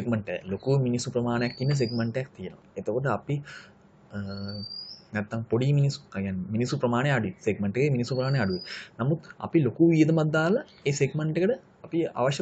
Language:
Sinhala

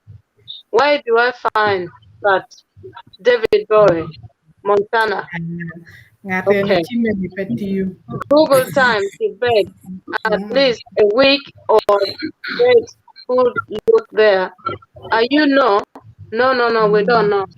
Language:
Acoli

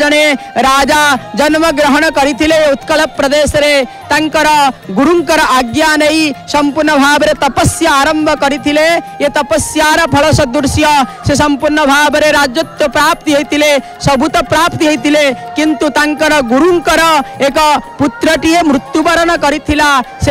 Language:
Odia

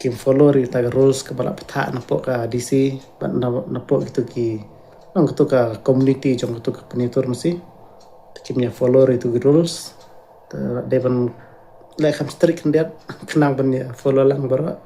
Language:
Khasi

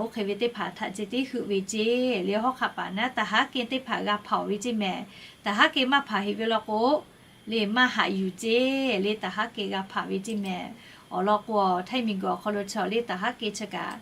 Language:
Lahu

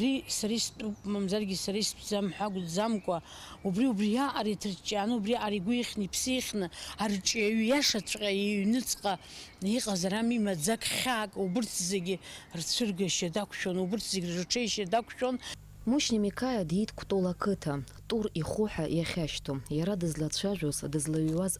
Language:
Abkhazian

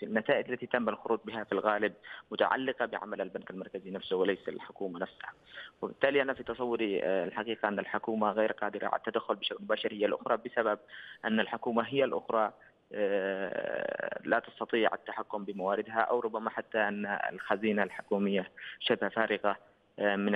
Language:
Arabic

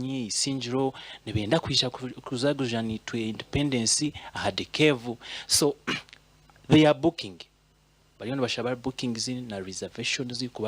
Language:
Nyankole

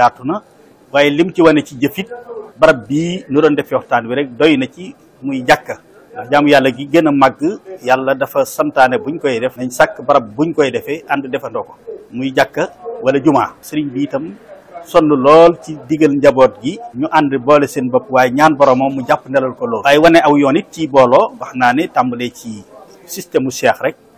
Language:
Wolof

